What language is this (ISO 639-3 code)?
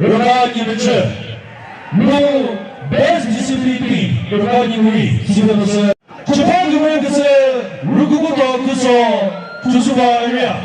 nri